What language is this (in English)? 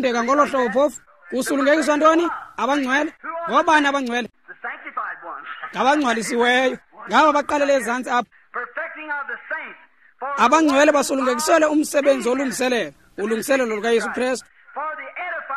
Xhosa